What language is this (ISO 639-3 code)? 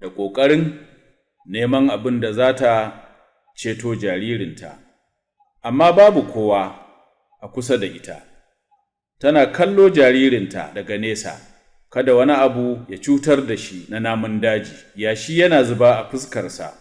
hau